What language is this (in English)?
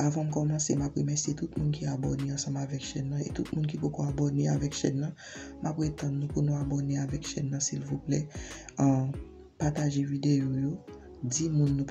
Haitian Creole